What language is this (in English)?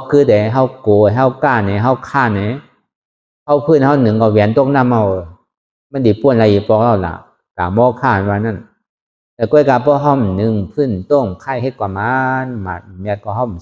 Shan